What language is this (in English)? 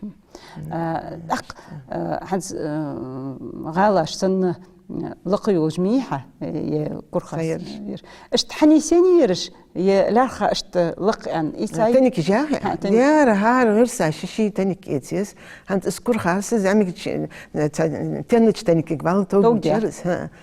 Ingush